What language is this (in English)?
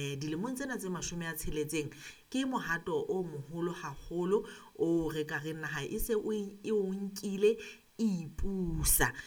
Southern Sotho